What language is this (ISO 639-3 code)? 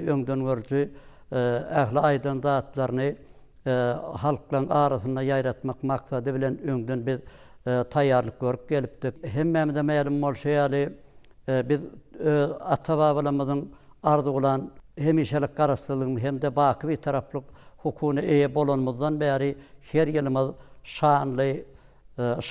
tuk